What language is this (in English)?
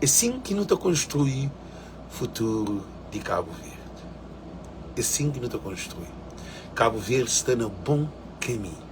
Kabuverdianu